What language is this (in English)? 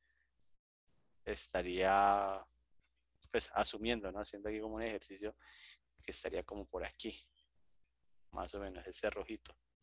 Spanish